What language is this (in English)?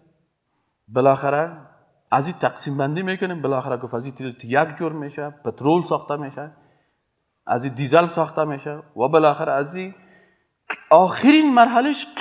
Persian